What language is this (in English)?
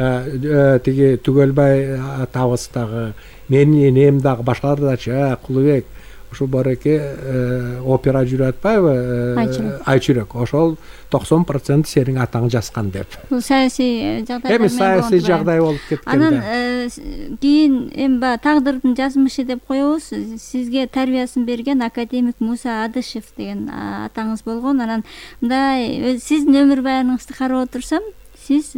Kyrgyz